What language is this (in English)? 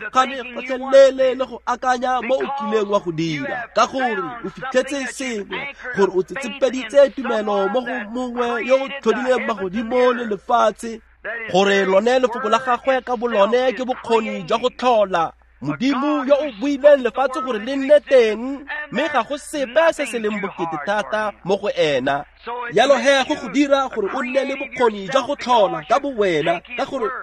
Tswana